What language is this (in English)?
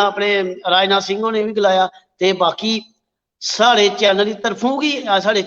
Dogri